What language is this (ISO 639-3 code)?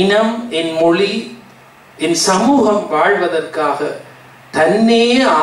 tam